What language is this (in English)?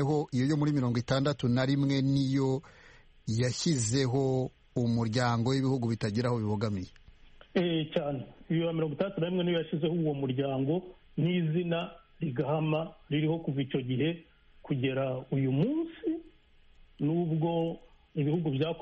Kinyarwanda